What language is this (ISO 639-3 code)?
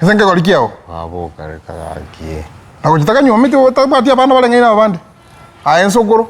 guz